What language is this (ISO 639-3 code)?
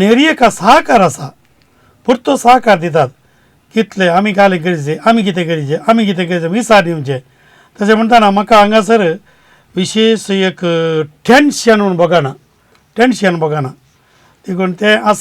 kok